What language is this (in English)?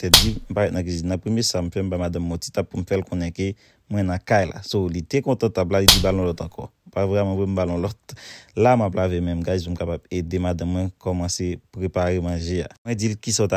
Haitian Creole